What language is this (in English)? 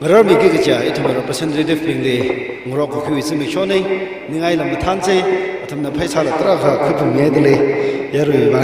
Tangkhul Naga (India)